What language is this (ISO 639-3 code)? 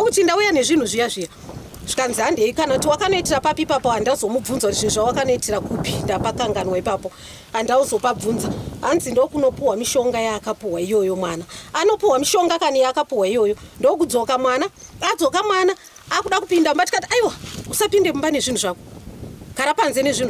sna